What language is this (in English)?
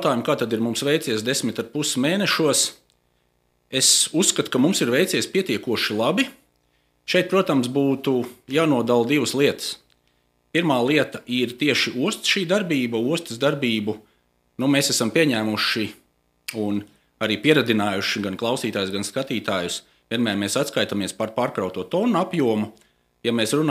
Latvian